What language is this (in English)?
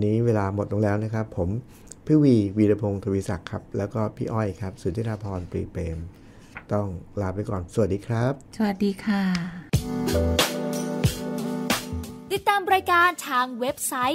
Thai